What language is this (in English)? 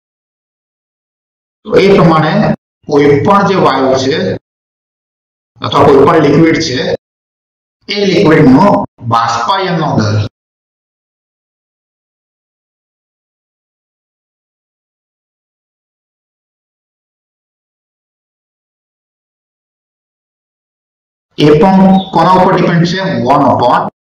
Gujarati